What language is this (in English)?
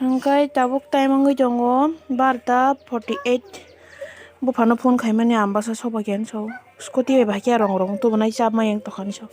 Kok Borok